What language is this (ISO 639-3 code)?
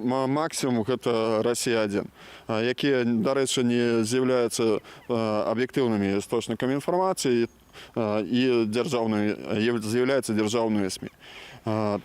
bel